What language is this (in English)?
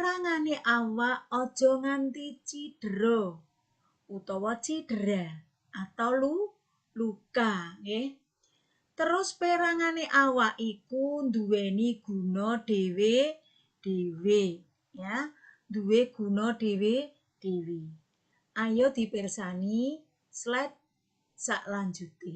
Javanese